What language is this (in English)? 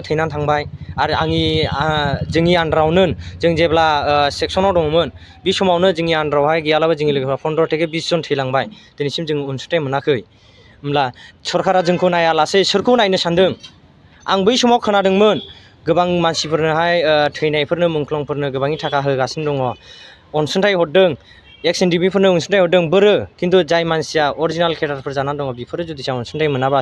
Bodo